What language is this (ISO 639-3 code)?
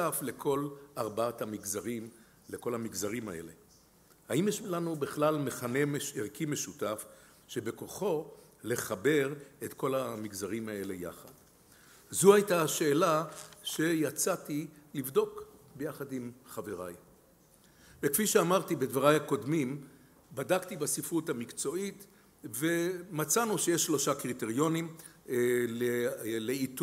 heb